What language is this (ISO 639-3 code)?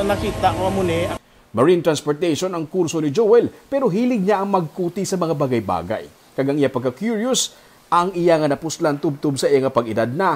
hil